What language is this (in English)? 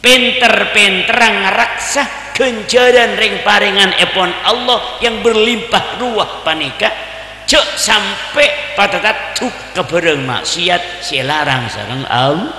Madurese